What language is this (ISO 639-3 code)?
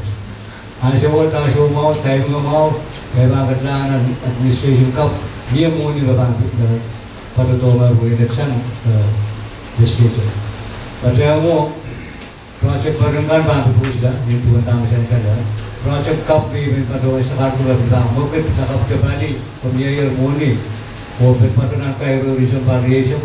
pon